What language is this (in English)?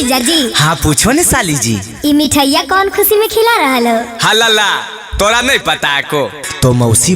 Magahi